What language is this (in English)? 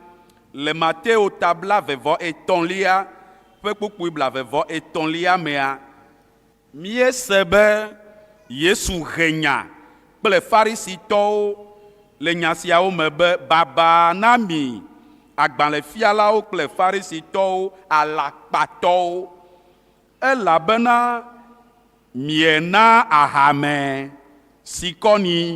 Ewe